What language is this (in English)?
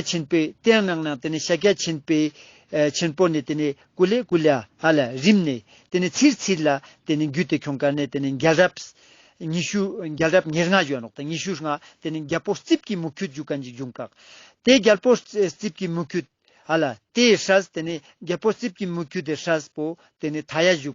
Ladakhi